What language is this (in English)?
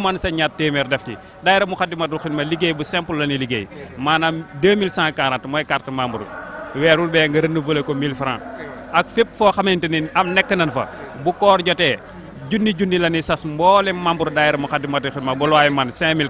Wolof